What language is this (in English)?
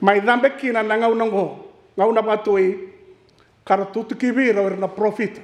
Fijian